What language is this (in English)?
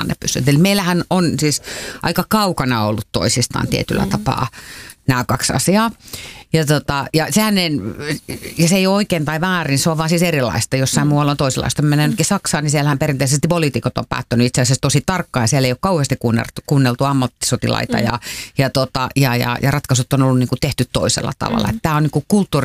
Finnish